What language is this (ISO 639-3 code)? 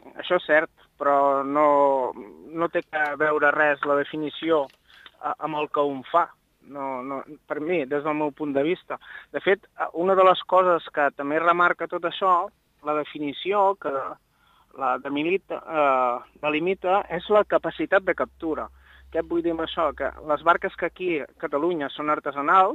cat